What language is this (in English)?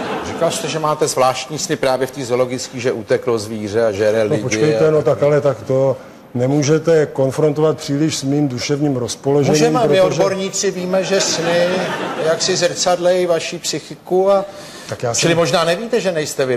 Czech